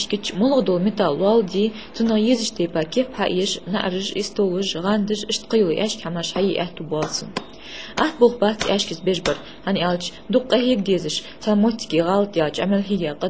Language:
Ingush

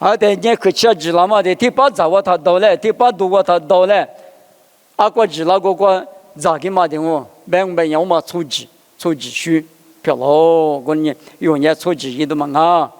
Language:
Lisu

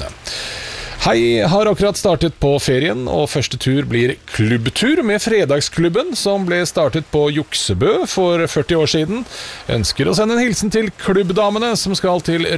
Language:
Norwegian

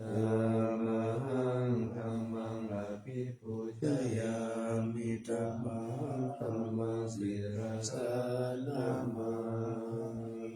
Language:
Pali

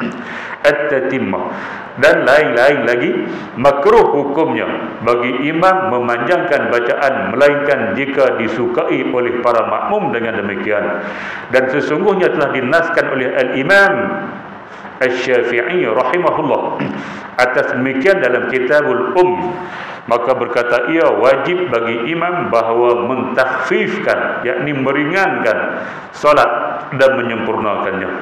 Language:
Malay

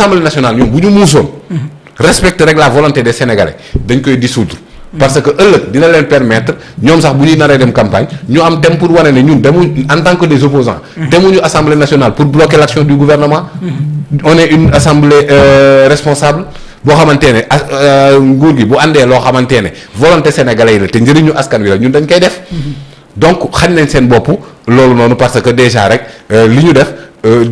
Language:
Wolof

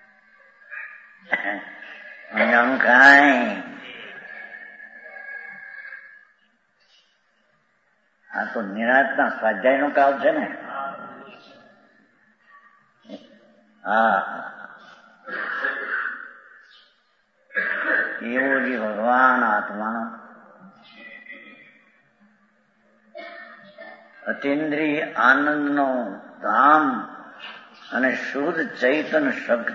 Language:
Gujarati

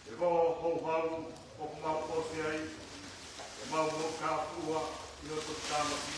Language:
Tongan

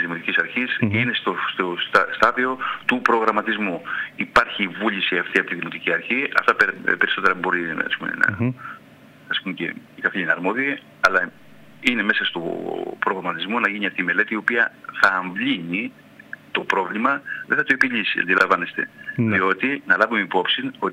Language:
Greek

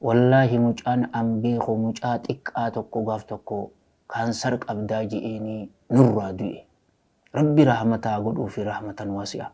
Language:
Oromo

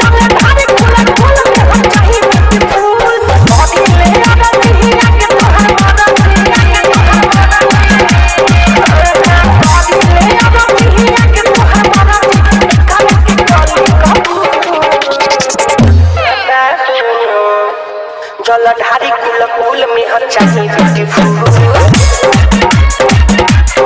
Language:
Bhojpuri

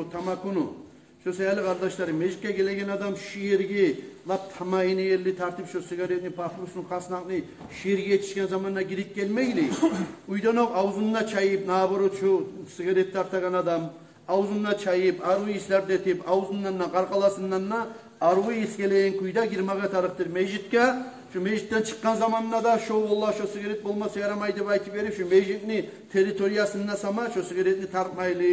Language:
Kumyk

